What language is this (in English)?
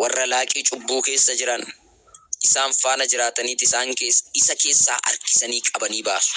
Oromo